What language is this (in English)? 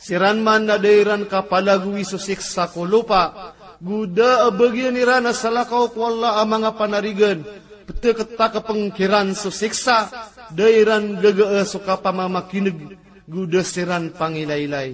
Maranao